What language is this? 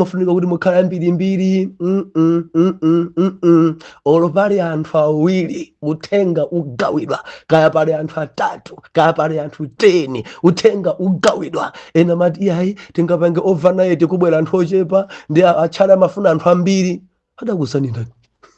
Nyanja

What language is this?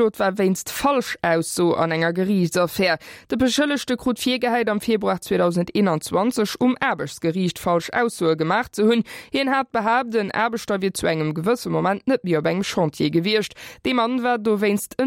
Luxembourgish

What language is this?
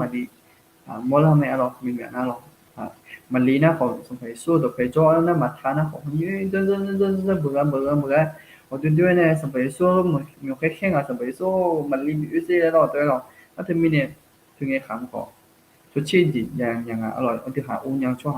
Akha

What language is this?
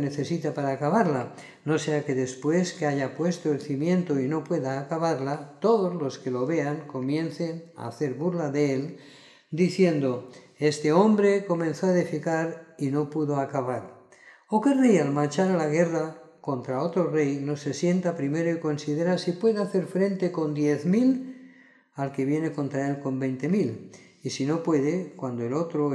Spanish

